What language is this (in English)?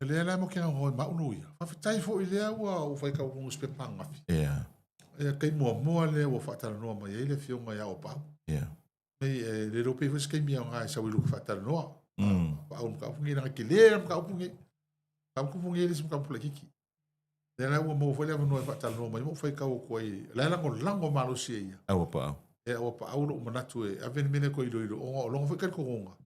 Samoan